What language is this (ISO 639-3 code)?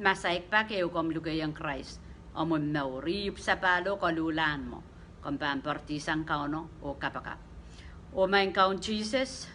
pon